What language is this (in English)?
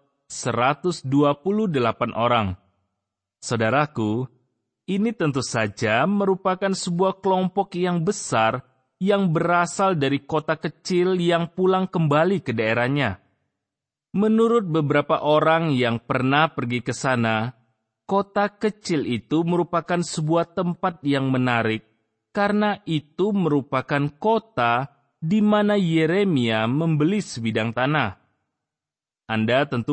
Indonesian